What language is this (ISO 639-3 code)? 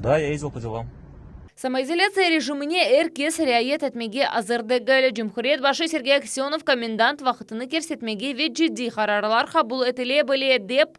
crh